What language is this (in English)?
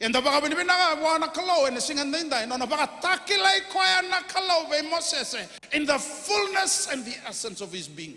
Fijian